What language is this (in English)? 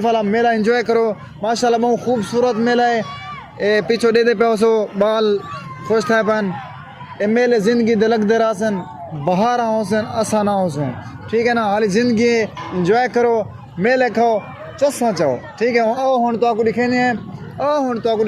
Saraiki